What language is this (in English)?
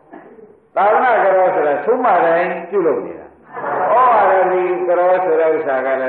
Burmese